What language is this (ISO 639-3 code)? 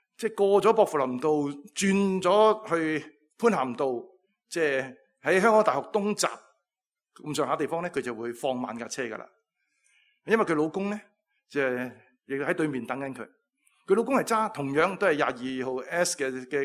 yue